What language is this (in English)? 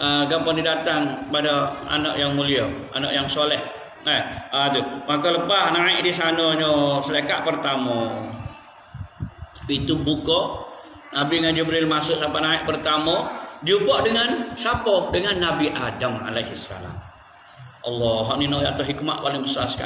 Malay